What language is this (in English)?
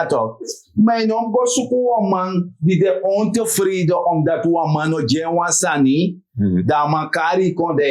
Sranan Tongo